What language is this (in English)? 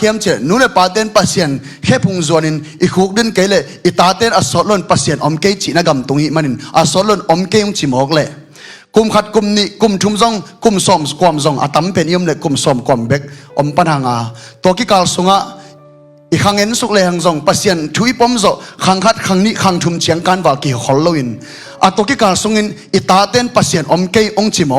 Tedim Chin